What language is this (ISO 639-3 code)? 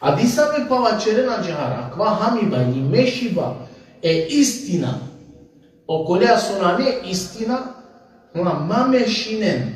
rmn